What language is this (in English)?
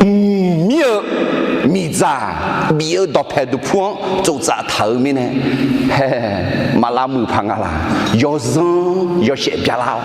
Akha